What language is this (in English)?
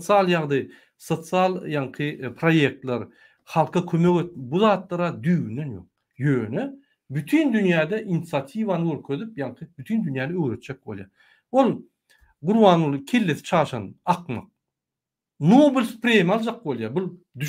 Turkmen